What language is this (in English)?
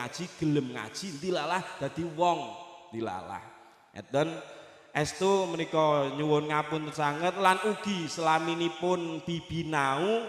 Javanese